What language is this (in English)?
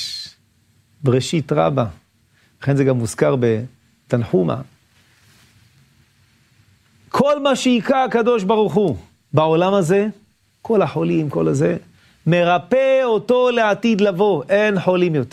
Hebrew